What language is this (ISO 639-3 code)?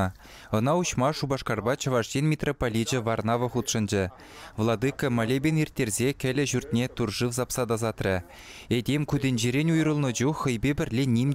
chv